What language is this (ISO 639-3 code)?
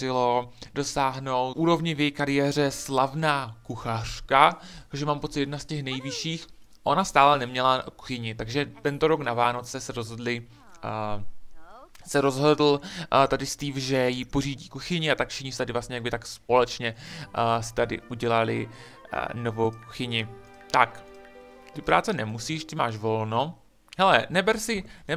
ces